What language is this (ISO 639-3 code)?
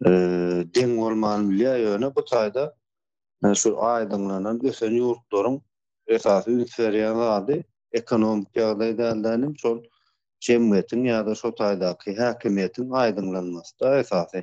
tuk